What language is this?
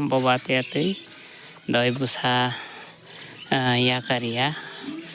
Kok Borok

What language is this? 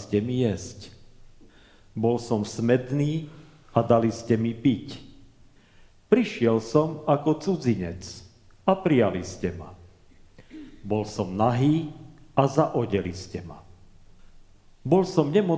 Slovak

